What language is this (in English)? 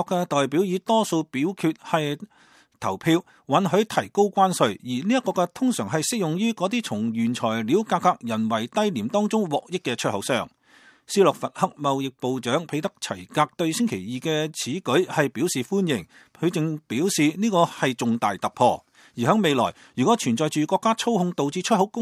Cantonese